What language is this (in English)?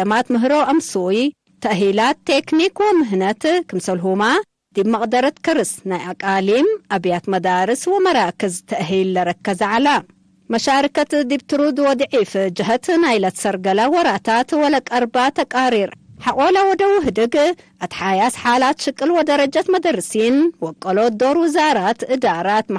Tigre